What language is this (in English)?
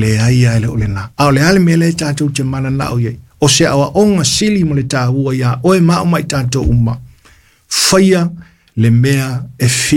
Samoan